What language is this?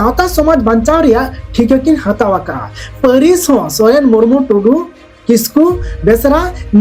Santali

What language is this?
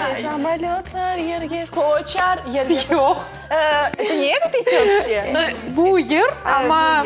Crimean Tatar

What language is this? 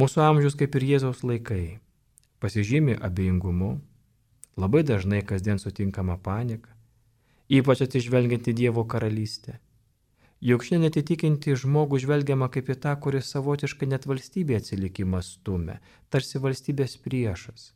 Lithuanian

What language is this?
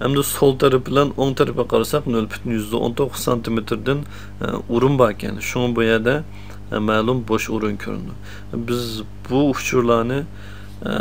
Uyghur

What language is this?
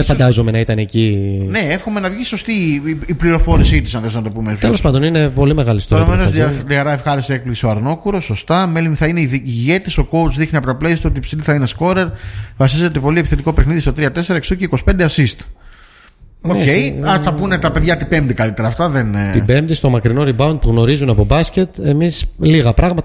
Greek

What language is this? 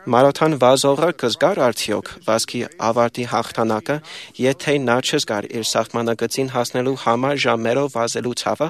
Armenian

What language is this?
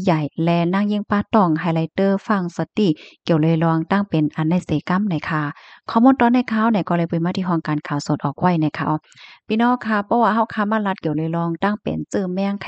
Shan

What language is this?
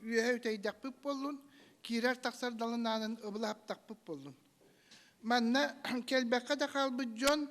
Yakut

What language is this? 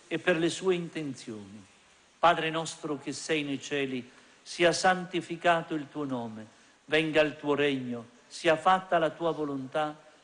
Italian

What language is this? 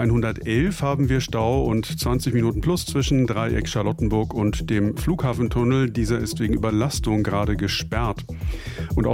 German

